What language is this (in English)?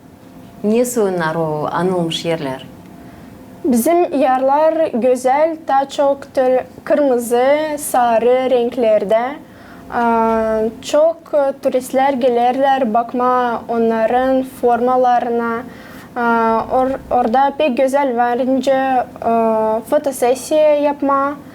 Gagauz